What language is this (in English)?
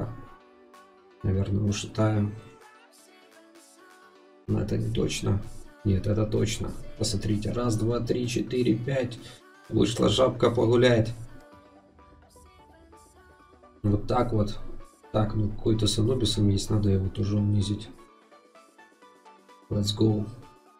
Russian